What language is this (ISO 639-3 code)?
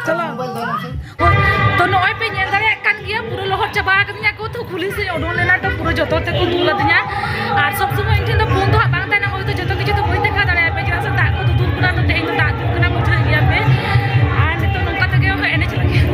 sat